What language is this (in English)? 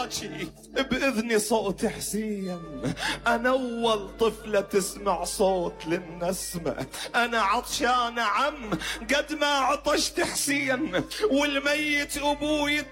Mesopotamian Arabic